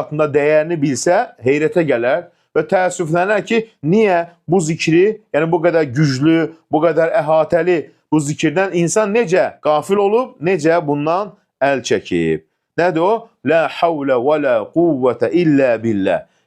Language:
Azerbaijani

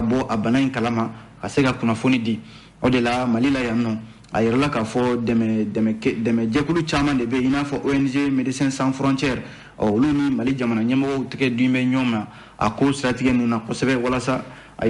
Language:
Bambara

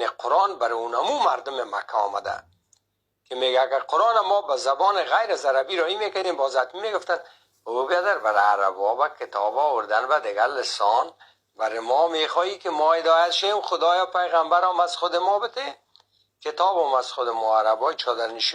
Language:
Persian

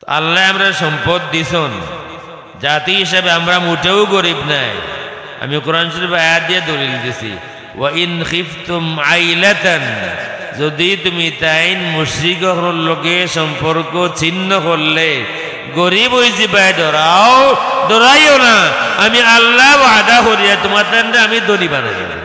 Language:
Sylheti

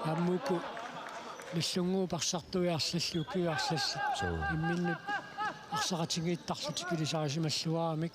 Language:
Kalaallisut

